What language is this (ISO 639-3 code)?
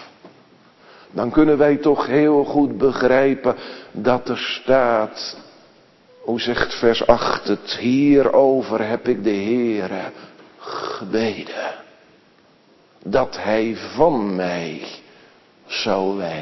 nld